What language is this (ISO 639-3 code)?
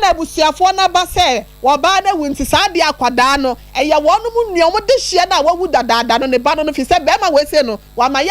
aka